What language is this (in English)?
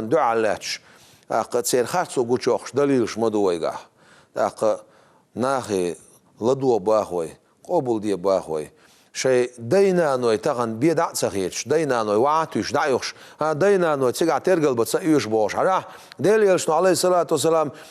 Chechen